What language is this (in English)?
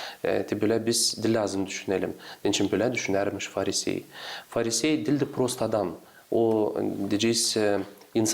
Gagauz